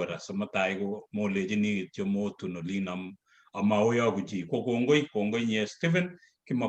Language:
Kalenjin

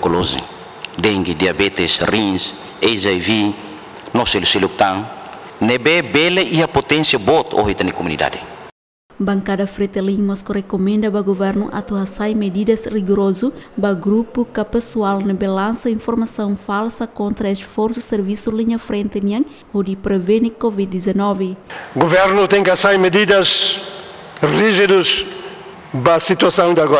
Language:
Tetum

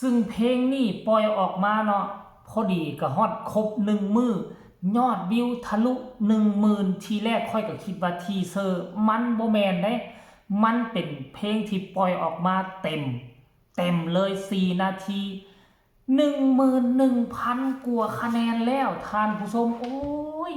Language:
Northeastern Thai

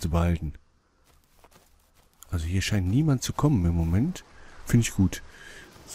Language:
German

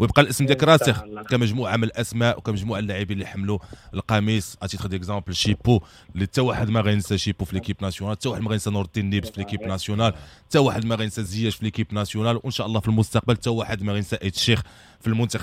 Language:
Moroccan Arabic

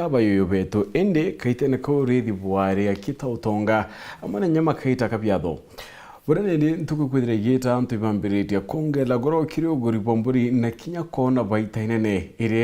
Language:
Meru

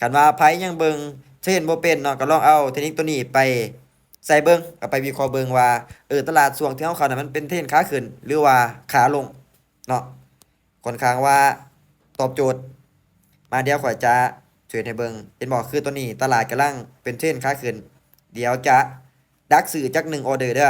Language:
Lao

